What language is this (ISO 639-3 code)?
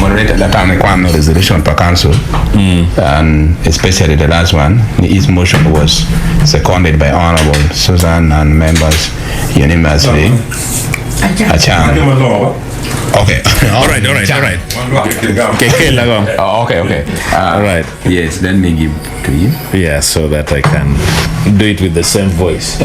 ach